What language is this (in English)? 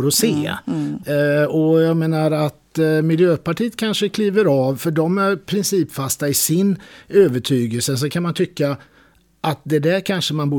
Swedish